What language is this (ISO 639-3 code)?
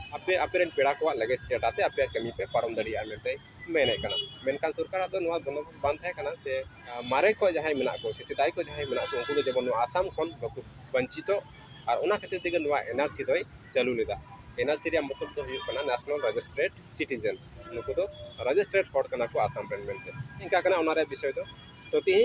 sat